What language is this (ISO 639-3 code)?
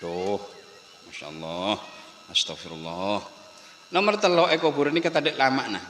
mad